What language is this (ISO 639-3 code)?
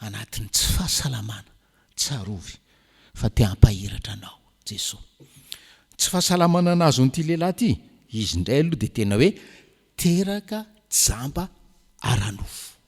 mlg